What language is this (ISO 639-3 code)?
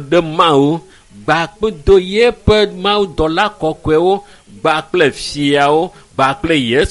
ewe